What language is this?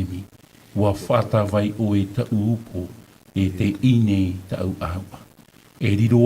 Tahitian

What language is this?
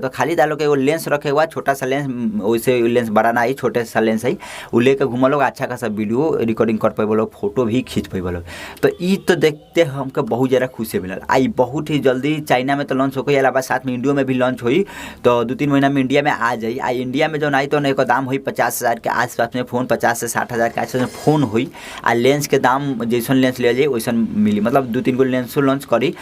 Bhojpuri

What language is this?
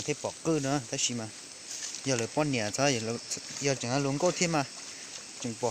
Hmong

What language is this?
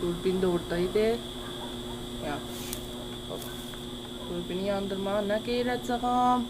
South Azerbaijani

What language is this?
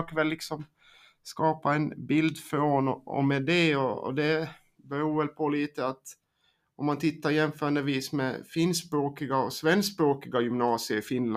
Swedish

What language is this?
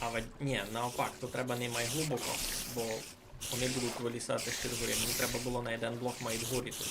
Rusyn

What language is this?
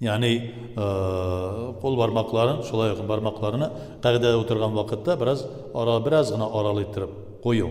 Tatar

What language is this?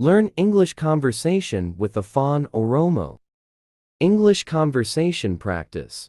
English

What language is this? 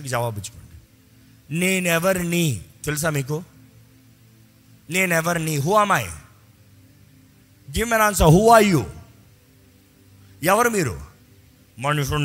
Telugu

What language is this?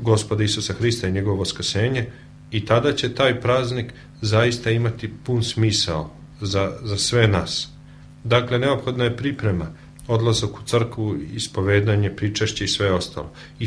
Serbian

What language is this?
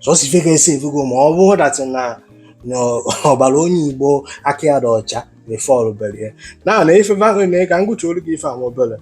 Igbo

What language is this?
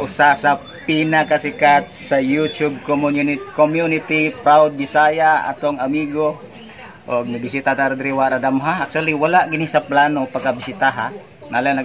Cebuano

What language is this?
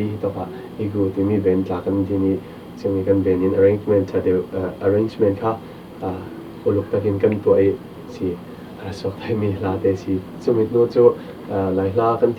Falam Chin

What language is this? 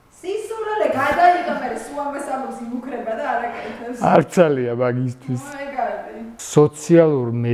Georgian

